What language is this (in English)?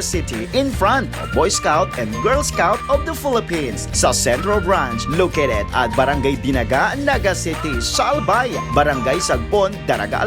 Bikol